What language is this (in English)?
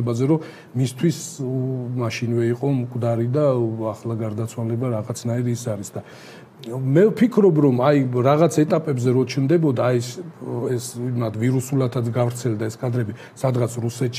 Georgian